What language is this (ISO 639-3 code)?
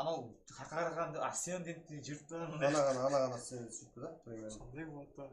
kaa